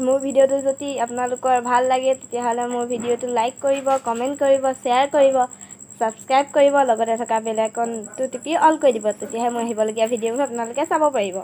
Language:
Assamese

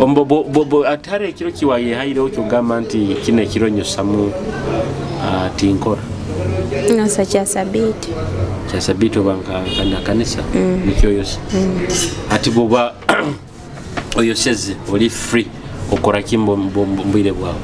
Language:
Nyoro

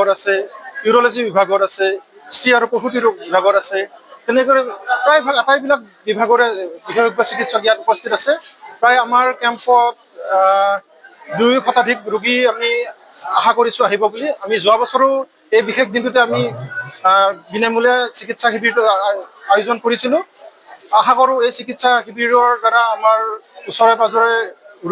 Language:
Assamese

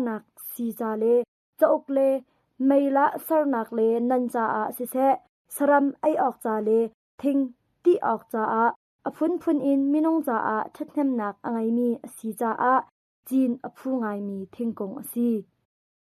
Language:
Hakha Chin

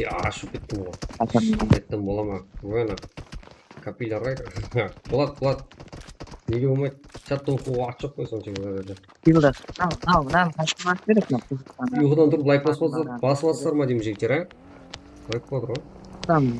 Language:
Kara-Kalpak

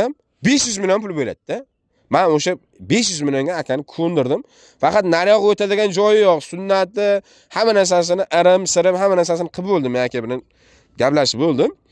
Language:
Uzbek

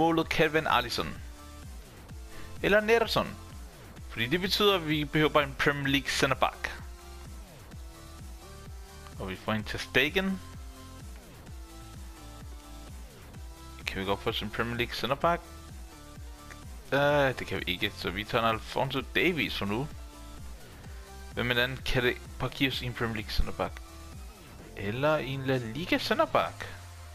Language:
Danish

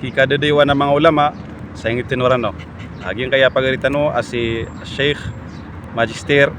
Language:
Maranao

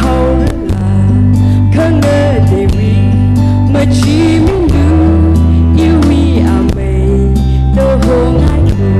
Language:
Tangkhul Naga (India)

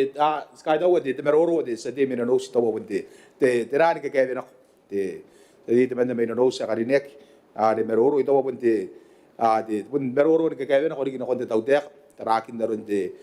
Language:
Gilbertese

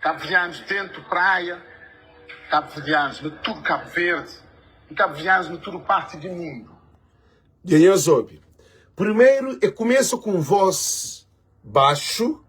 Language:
Kabuverdianu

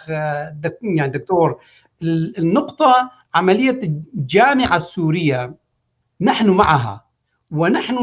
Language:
North Levantine Arabic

